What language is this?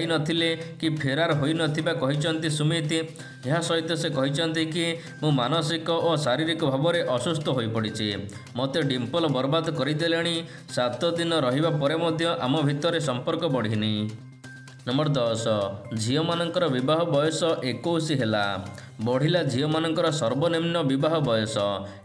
Odia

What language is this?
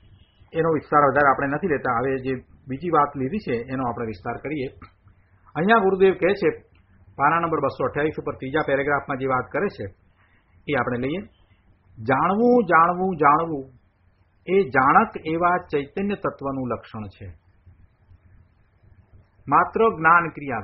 Gujarati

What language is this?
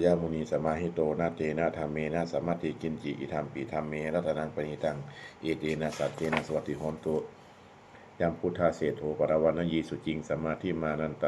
Pali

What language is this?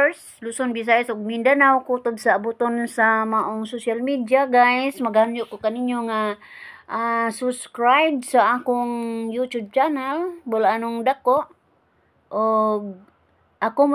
Cebuano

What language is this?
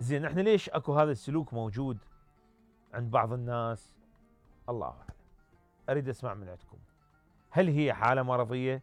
Mesopotamian Arabic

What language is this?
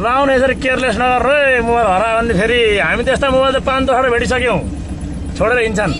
Nepali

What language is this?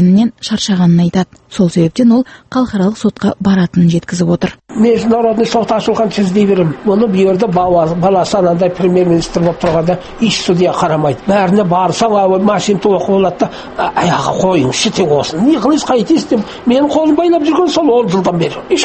Kazakh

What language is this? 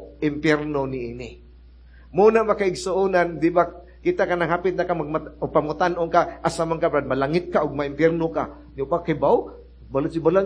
Cebuano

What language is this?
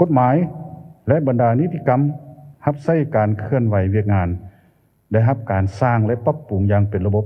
Lao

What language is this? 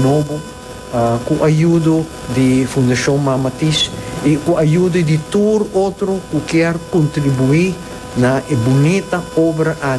Papiamento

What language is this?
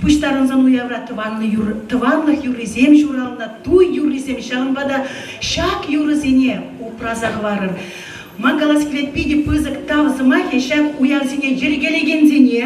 Chuvash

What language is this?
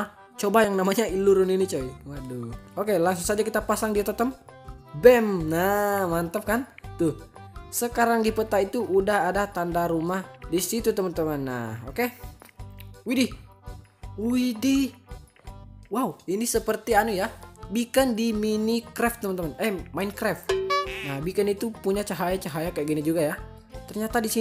Indonesian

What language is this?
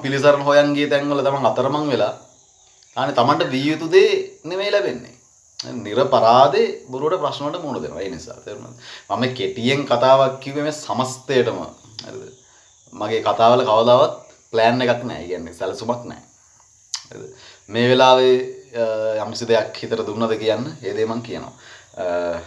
Sinhala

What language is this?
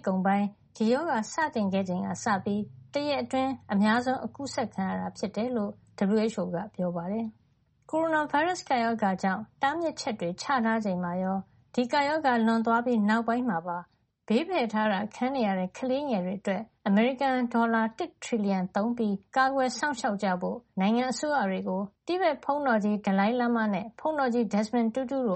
Burmese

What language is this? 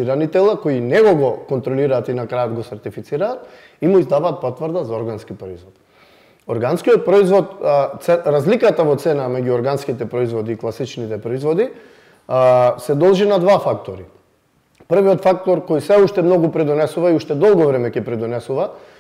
Macedonian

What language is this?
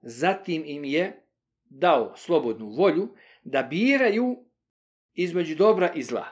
Bosnian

